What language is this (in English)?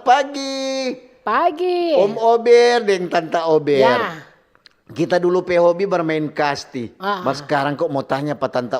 Manado Malay